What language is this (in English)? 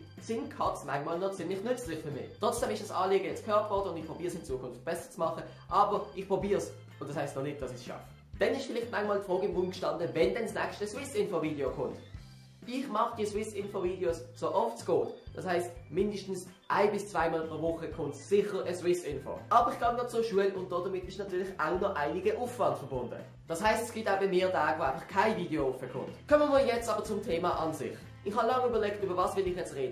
Swiss German